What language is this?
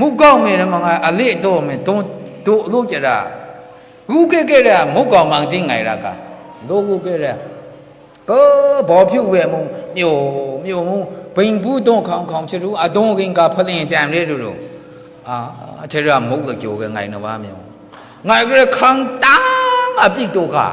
Maru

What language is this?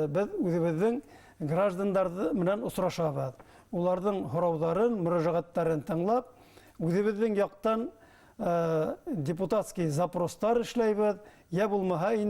Bashkir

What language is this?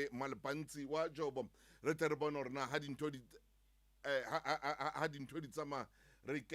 Southern Sotho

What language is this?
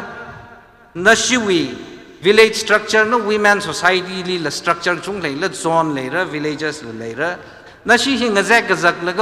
Tangkhul Naga (India)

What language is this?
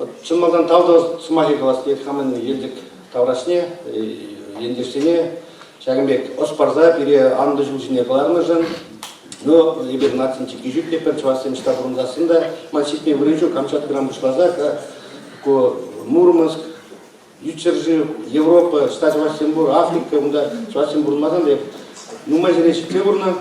Chuvash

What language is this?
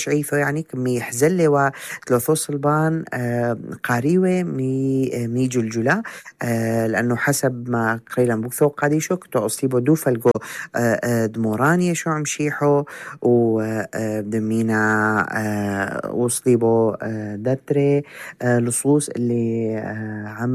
North Levantine Arabic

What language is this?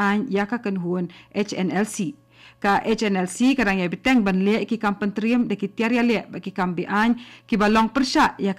Khasi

